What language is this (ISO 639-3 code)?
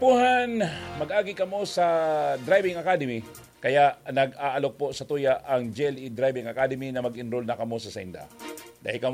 bik